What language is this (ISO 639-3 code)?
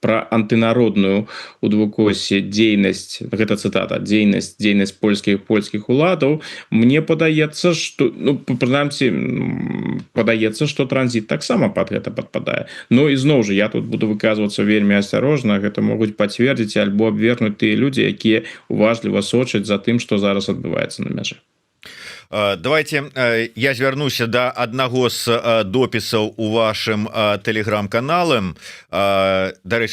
bel